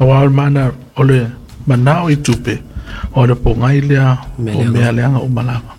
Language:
Samoan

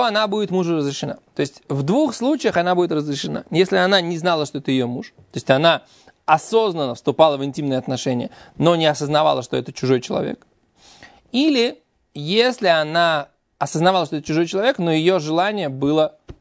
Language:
Russian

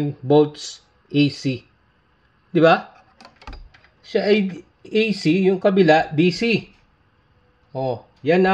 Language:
Filipino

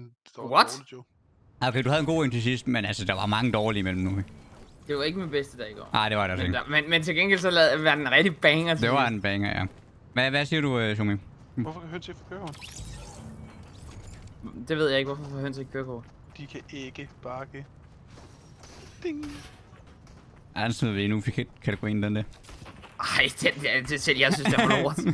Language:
Danish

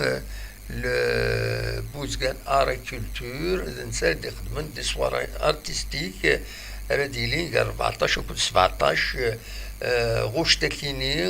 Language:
Kabyle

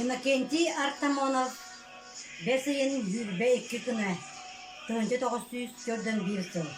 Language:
Yakut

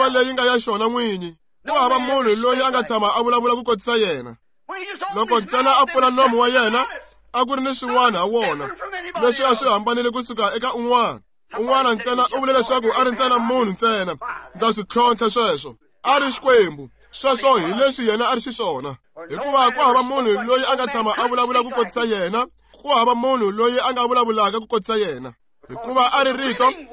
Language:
Tsonga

